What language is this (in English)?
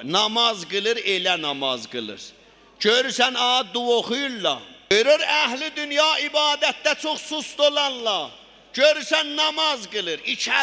South Azerbaijani